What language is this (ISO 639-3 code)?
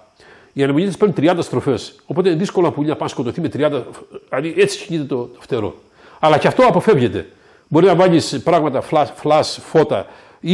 ell